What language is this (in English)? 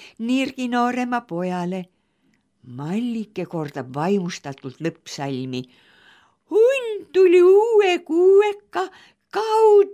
Estonian